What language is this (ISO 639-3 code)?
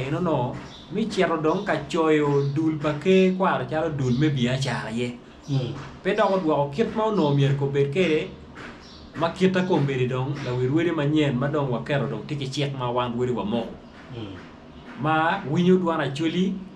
ach